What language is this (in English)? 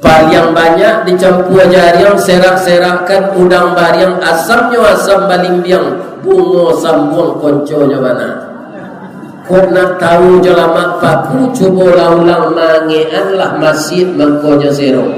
Minangkabau